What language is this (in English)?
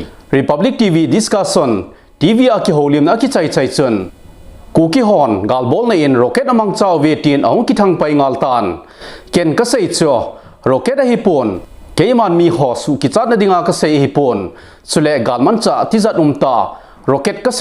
Thado Chin